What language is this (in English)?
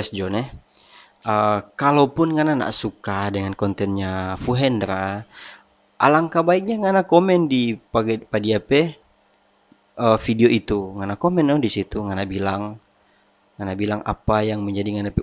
Manado Malay